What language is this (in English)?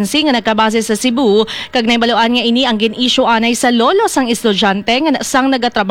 Hiligaynon